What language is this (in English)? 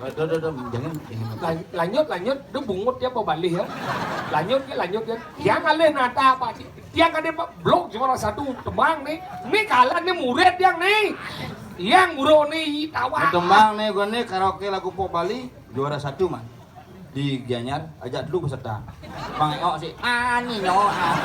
Balinese